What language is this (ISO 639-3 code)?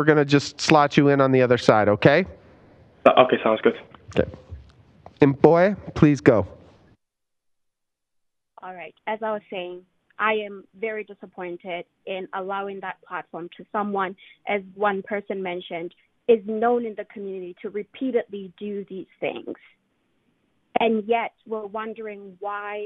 eng